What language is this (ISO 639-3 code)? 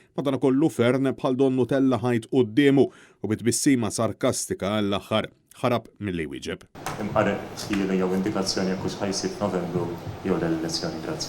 mlt